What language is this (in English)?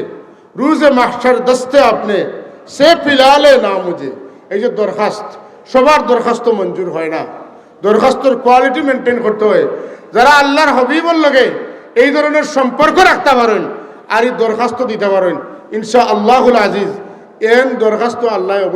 Sylheti